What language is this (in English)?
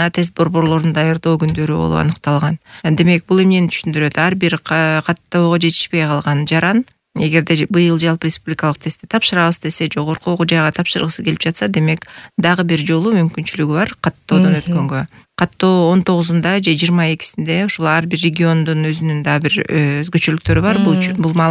Kyrgyz